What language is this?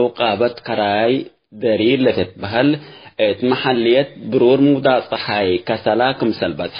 Tigre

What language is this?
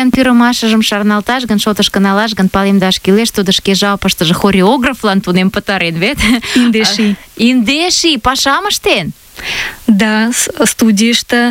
Mari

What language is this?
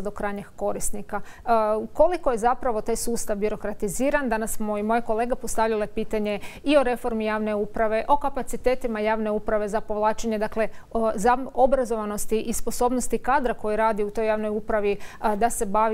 Croatian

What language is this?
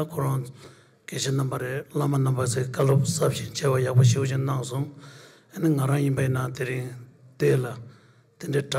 Tibetan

